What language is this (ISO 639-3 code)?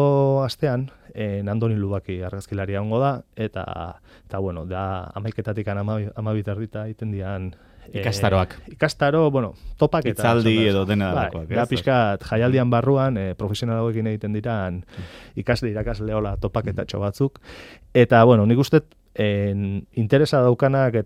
eus